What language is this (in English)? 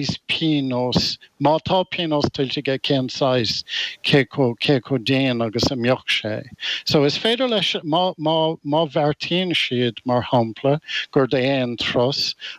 Irish